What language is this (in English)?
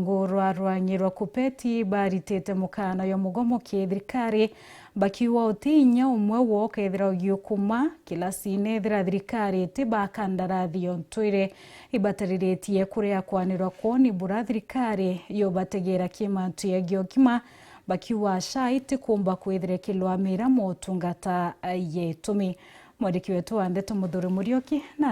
Meru